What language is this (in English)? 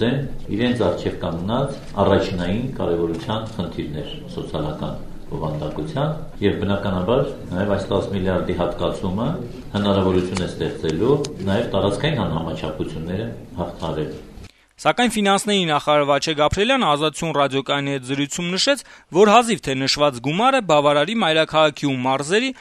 Armenian